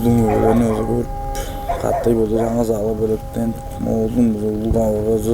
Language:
Tuvinian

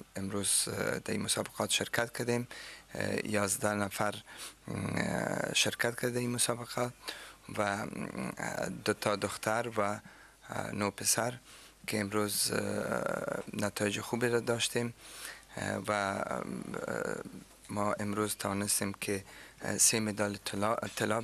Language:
Persian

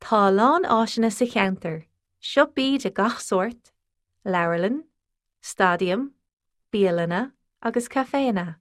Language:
Irish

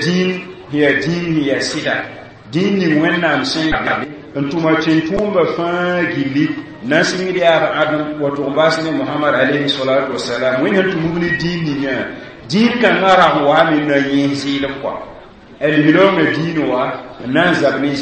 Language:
Mossi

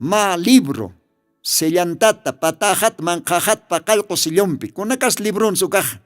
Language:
Aymara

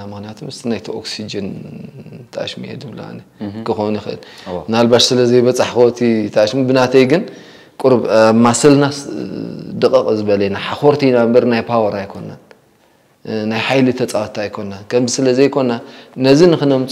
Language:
Tigrinya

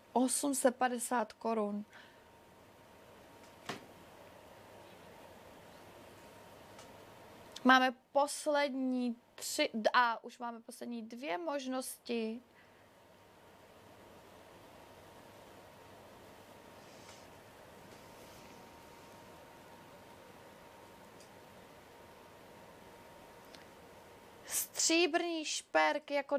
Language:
Czech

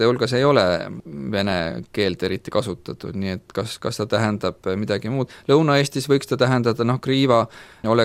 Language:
Estonian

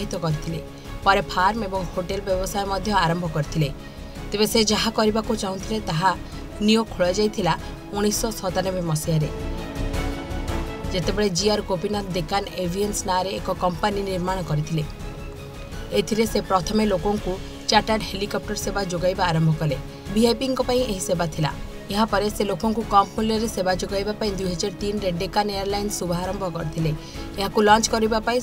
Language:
Odia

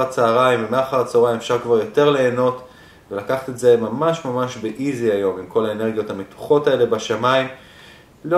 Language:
Hebrew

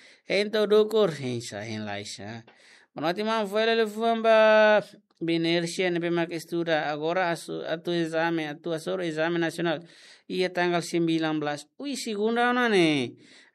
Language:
Tetum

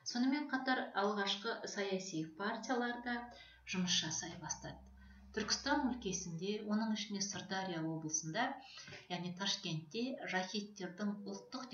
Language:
Kazakh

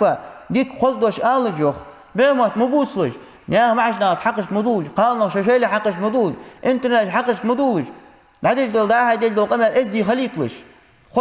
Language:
Ingush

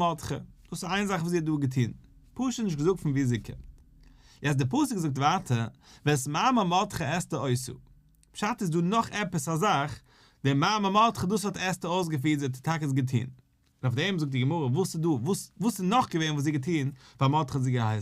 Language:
Yiddish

